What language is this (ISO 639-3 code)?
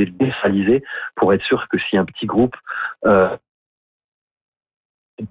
fra